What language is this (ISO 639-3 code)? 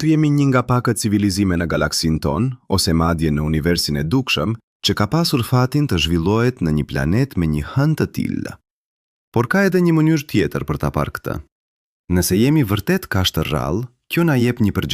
sqi